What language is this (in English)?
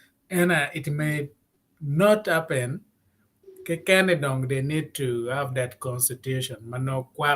Acoli